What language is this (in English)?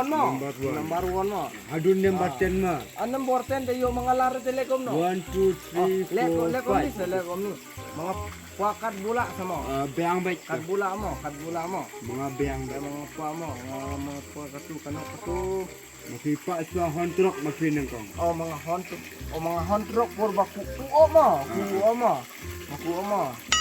Khasi